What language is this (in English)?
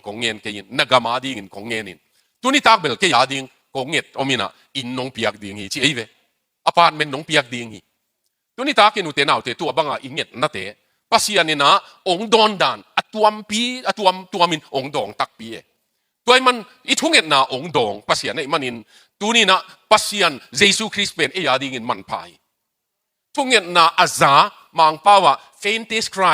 Tedim Chin